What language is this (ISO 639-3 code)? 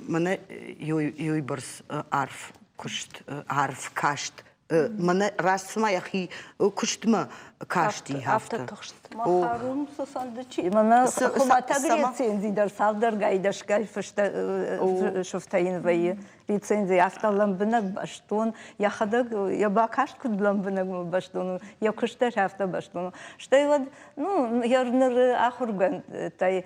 oss